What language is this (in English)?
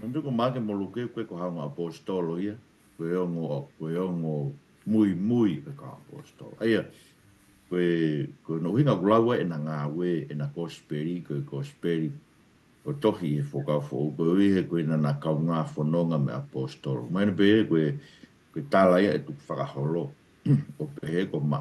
Tongan